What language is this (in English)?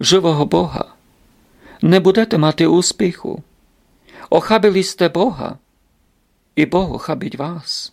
Rusyn